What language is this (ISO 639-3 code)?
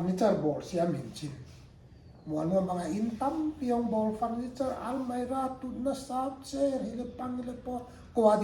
pck